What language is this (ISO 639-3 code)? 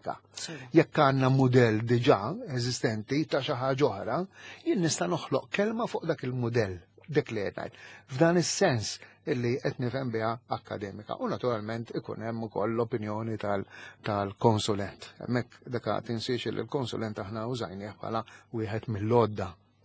mlt